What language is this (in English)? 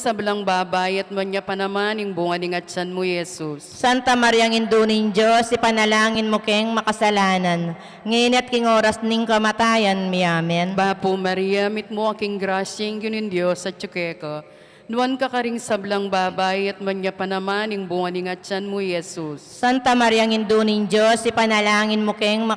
Pampanga